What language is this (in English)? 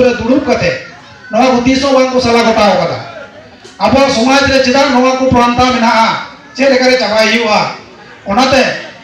Santali